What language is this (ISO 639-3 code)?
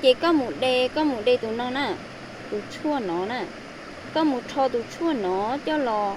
hmn